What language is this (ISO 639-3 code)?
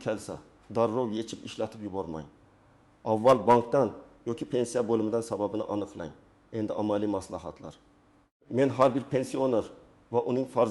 uzb